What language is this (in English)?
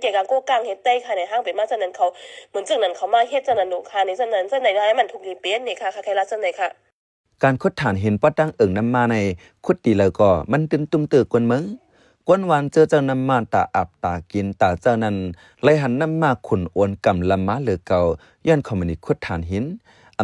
Shan